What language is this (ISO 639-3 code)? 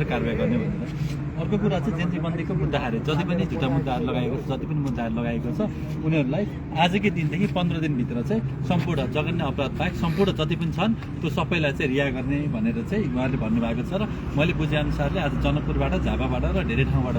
nep